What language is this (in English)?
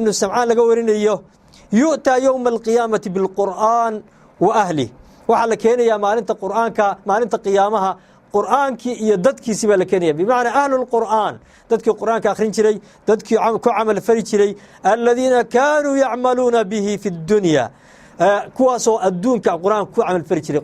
Somali